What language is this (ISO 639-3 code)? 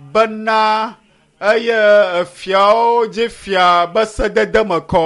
ewe